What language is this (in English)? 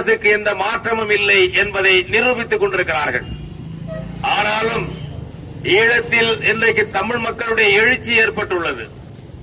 Tamil